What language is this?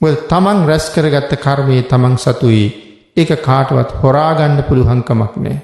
Sinhala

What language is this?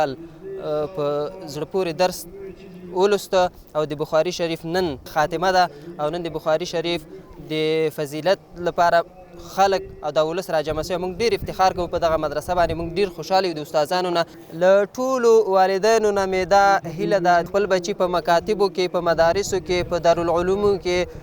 Pashto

